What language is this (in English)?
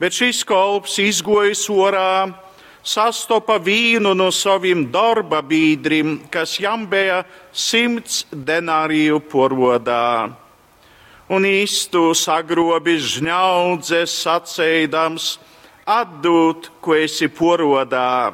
Latgalian